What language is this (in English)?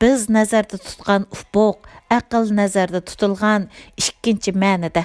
Uyghur